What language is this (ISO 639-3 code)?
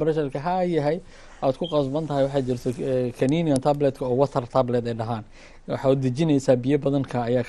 som